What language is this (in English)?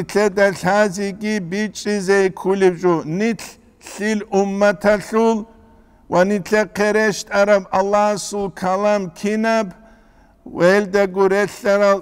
Avaric